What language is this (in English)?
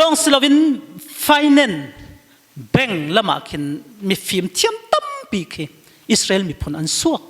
Falam Chin